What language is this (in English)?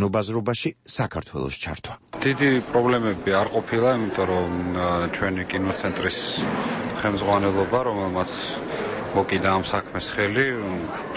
Georgian